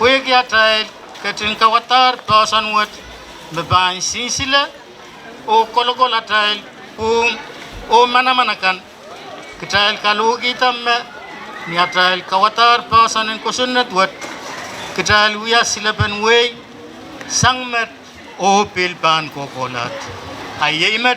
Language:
Pohnpeian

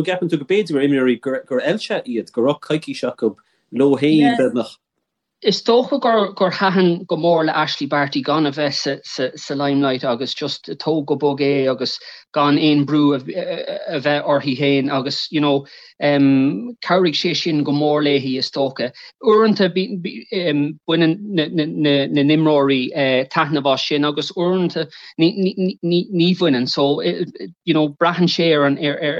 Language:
Irish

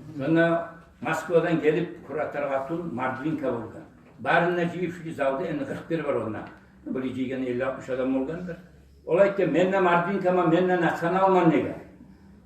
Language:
Kumyk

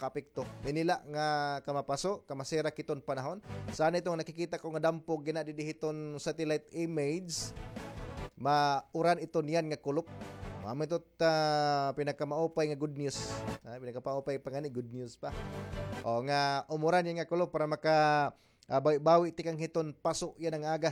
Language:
Waray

